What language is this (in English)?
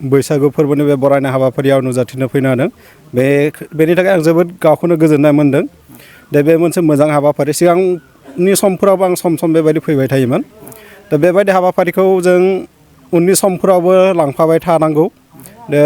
Bodo